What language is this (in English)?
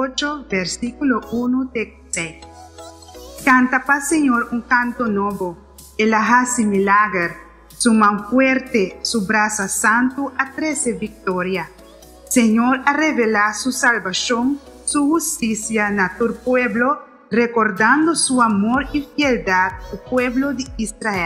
Papiamento